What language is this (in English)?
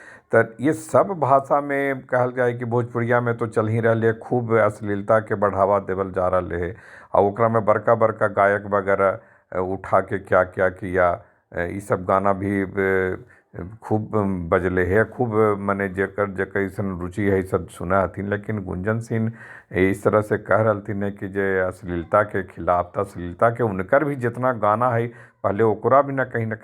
Magahi